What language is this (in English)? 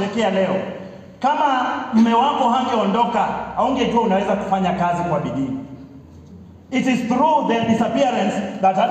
Swahili